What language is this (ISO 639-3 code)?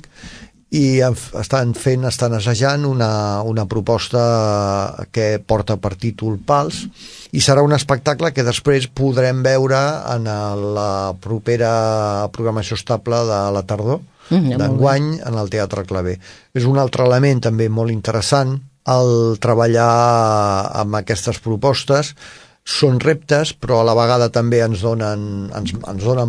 cat